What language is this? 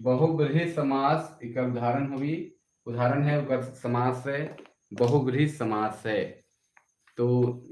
Sadri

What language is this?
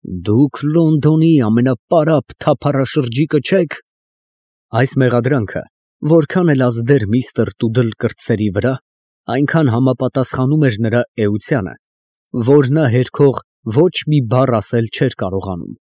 Armenian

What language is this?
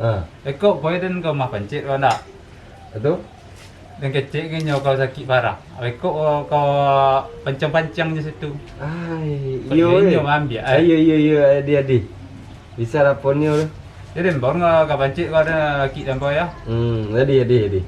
Minangkabau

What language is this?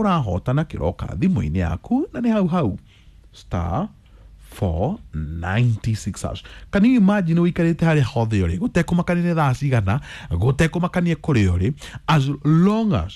Kikuyu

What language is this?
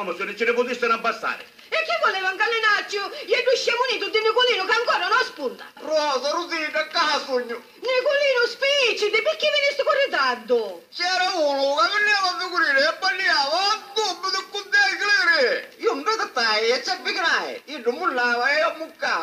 Sicilian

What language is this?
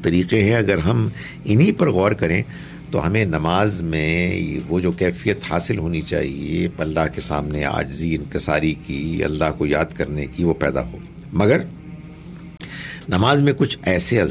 Urdu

